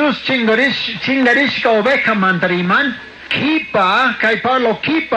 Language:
Chimborazo Highland Quichua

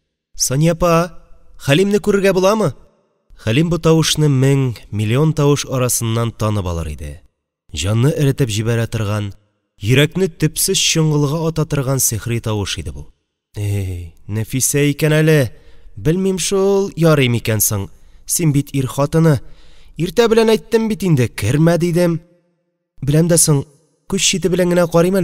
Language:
Tatar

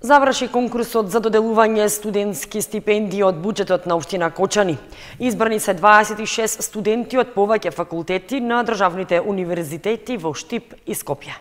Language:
Macedonian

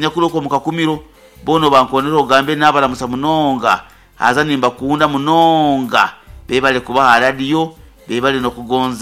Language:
Nyankole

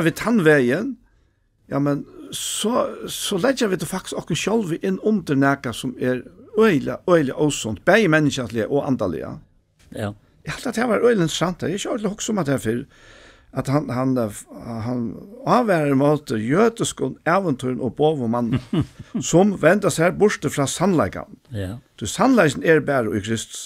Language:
Faroese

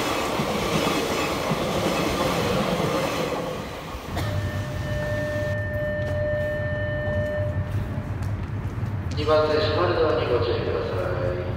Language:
Japanese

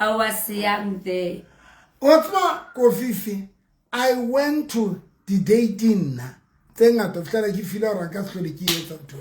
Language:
Southern Sotho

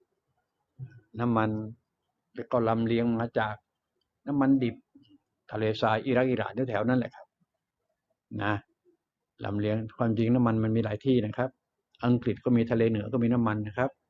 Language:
Thai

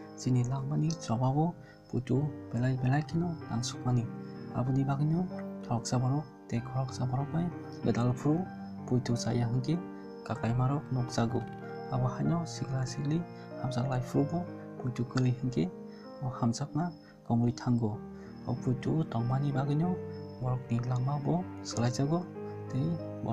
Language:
Kok Borok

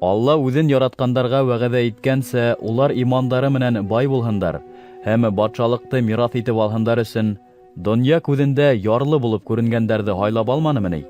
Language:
Bashkir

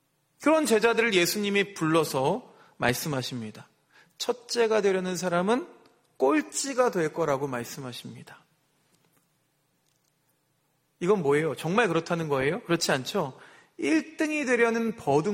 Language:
Korean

